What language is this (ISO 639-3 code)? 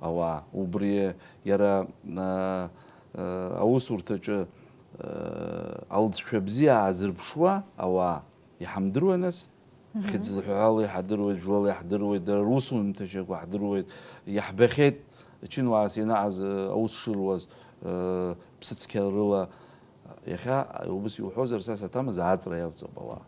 abk